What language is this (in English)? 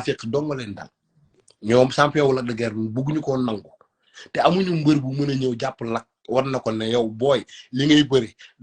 Wolof